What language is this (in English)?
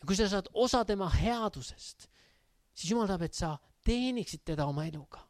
Estonian